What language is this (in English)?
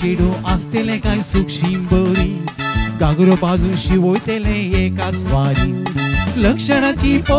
Konkani